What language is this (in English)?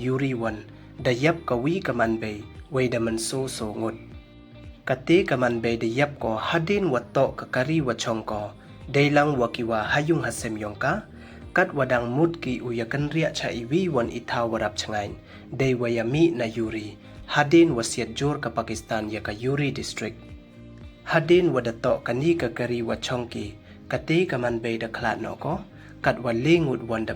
Pnar